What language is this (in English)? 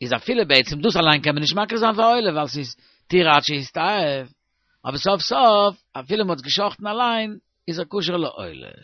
Yiddish